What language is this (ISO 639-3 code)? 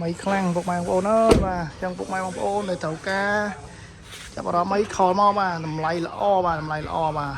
khm